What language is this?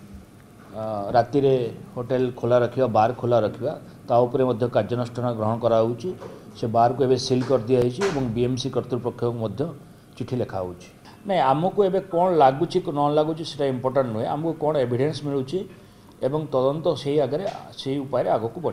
Odia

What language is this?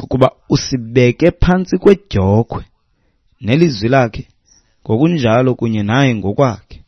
Xhosa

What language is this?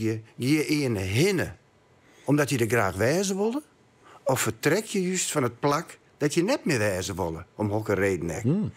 Western Frisian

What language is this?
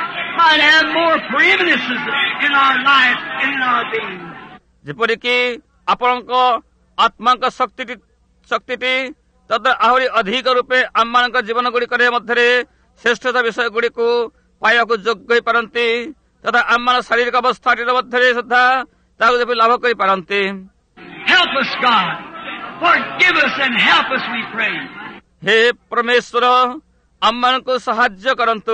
Odia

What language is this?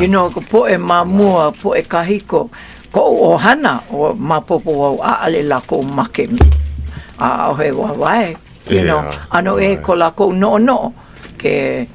Hawaiian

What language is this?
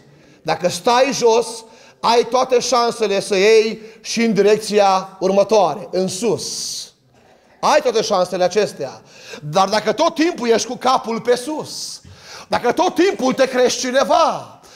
Romanian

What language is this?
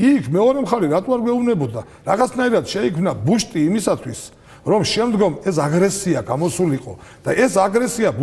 Georgian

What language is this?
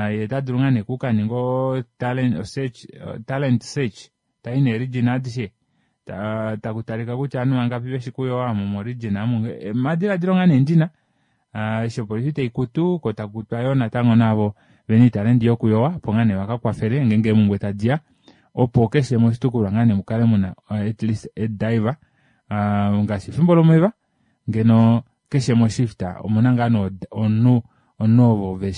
Kuanyama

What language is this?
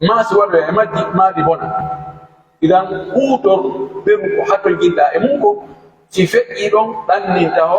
Pular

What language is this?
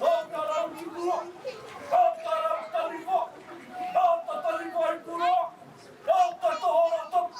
Māori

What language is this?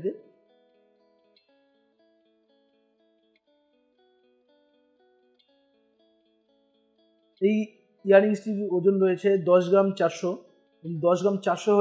Bangla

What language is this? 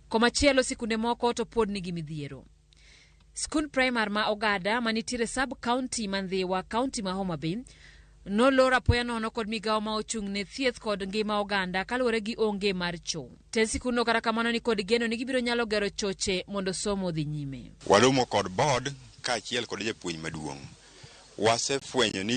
Luo (Kenya and Tanzania)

